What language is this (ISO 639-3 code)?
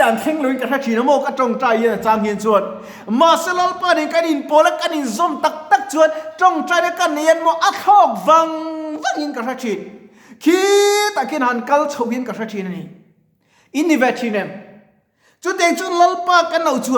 lus